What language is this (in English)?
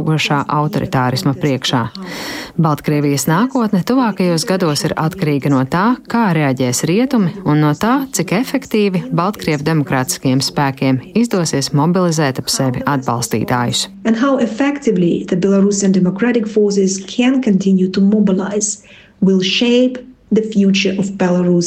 Latvian